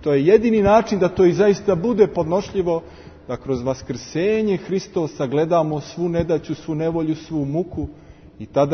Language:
Serbian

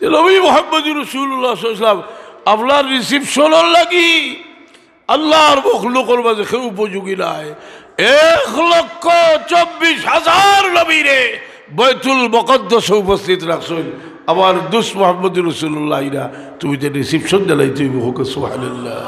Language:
Sylheti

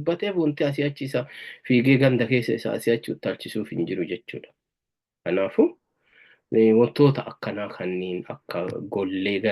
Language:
Oromo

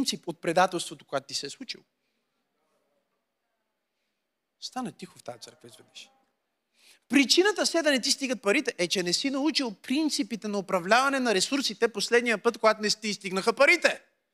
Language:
Bulgarian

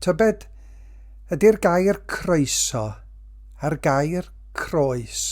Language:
Welsh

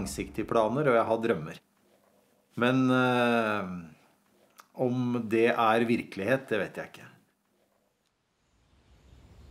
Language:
Norwegian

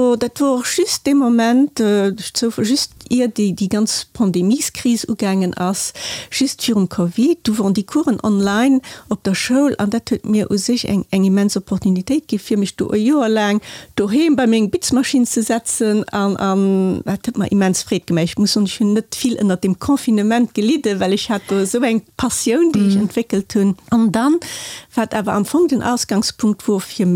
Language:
Luxembourgish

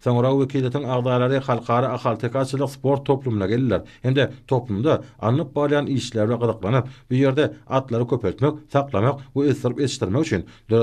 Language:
Turkmen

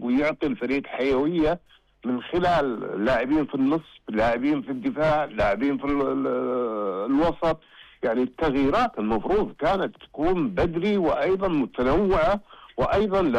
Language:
Najdi Arabic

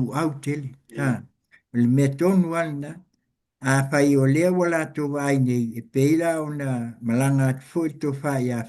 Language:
Samoan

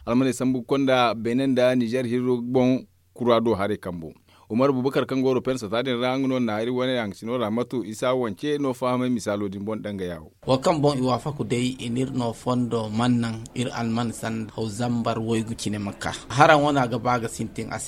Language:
Zarma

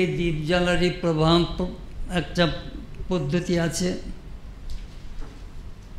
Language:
Bangla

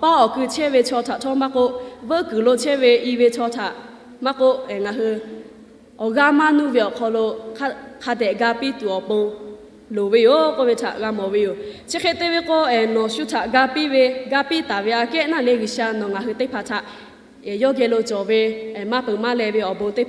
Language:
Lahu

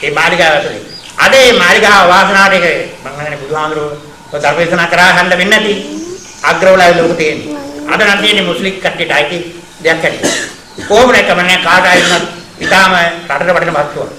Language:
Sinhala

